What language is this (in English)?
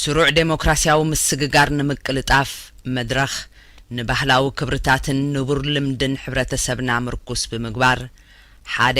Tigrinya